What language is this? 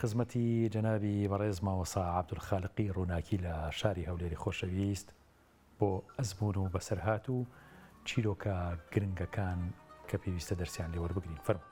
Central Kurdish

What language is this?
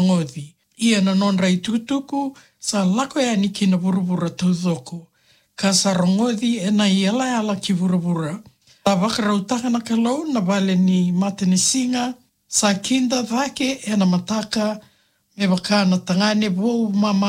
Fijian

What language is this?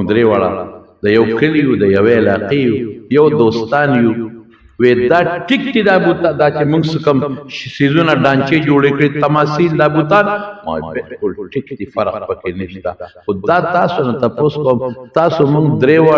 Pashto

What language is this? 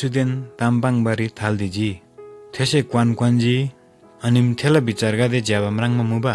Eastern Tamang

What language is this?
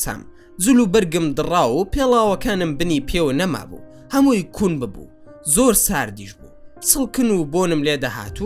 Central Kurdish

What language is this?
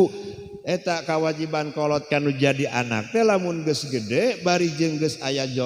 Sundanese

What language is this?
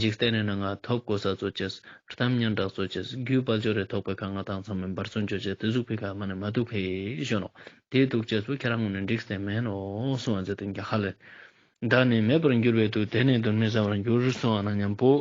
Ladakhi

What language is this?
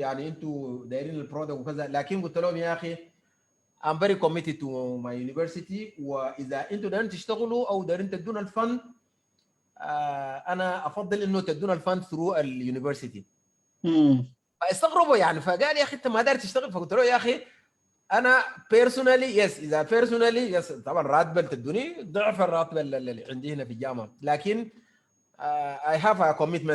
Sudanese Arabic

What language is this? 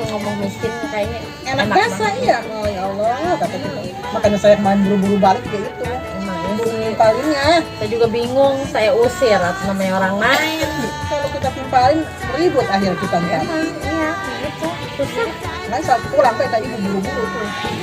Betawi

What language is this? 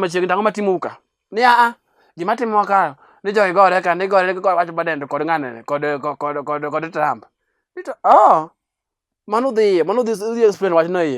Luo (Kenya and Tanzania)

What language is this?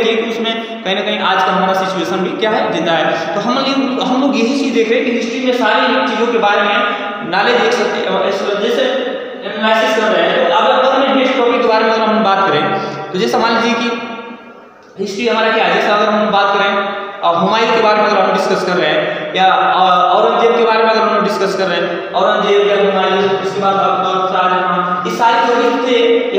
Hindi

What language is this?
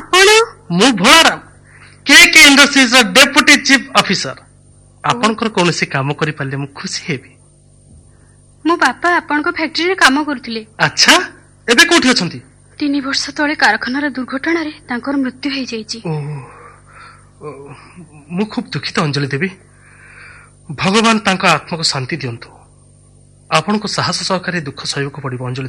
Odia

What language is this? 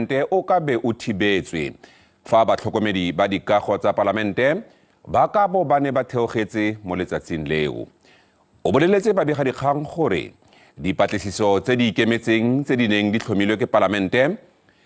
Tswana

